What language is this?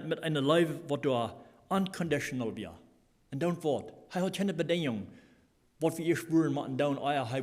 Plautdietsch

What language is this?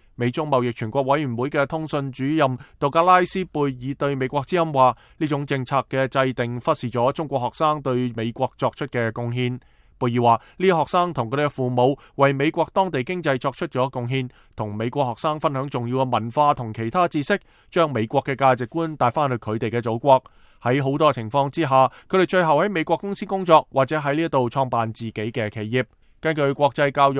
Cantonese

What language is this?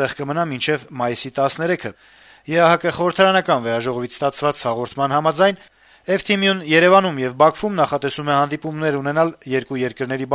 Armenian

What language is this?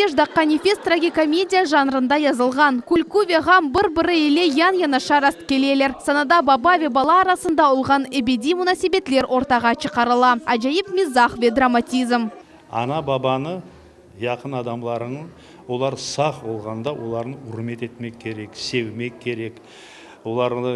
Crimean Tatar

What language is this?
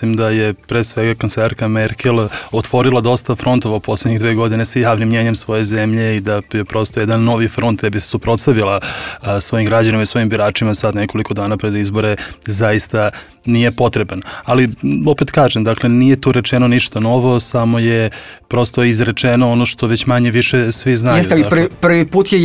Serbian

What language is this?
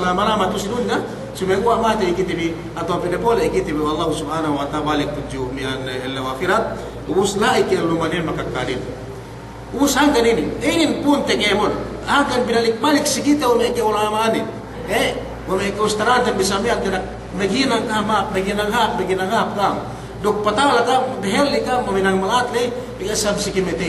Yakan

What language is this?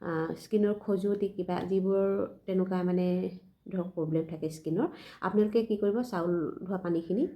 Assamese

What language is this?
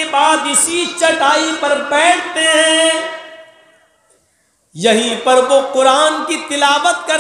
Urdu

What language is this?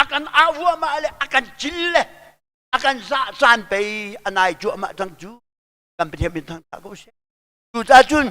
Hakha Chin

